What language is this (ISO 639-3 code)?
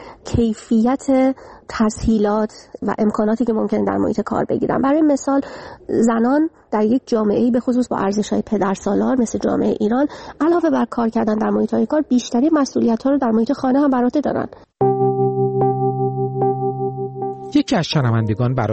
fas